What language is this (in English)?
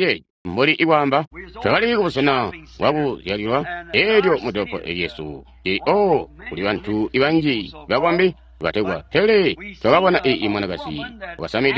Tonga (Zambia)